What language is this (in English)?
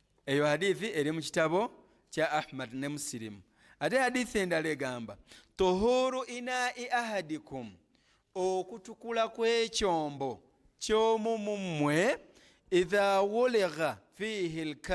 Ganda